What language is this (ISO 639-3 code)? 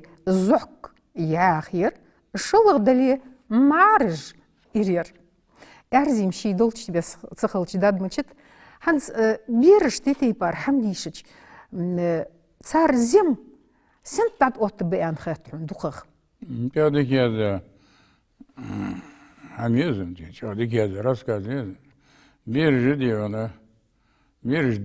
inh